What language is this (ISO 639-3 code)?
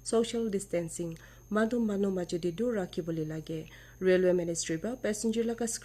nag